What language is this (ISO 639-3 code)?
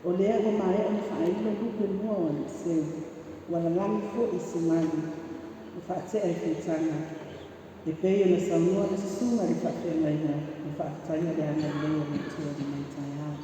smo